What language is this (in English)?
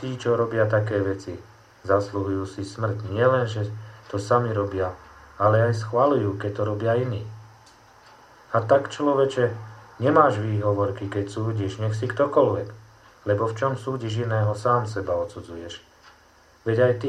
Slovak